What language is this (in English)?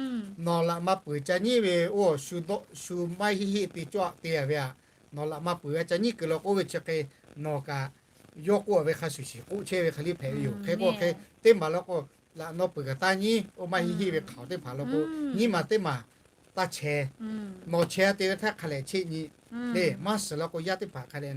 Lahu